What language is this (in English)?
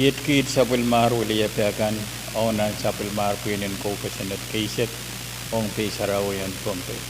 Pohnpeian